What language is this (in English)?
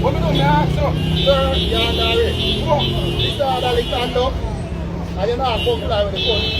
Jamaican Creole English